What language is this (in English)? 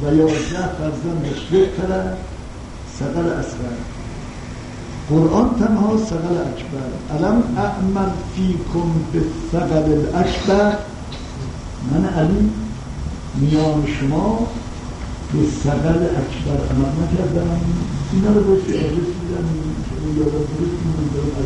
Persian